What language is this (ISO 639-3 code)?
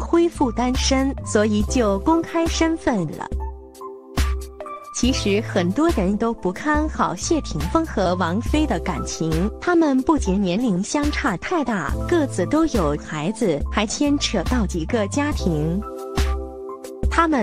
zho